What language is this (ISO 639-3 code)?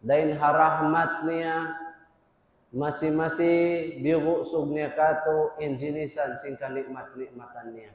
tsg